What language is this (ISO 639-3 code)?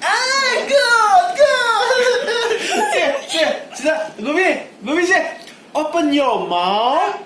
mni